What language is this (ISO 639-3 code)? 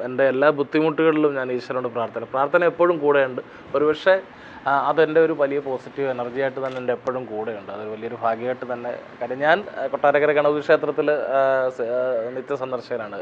mal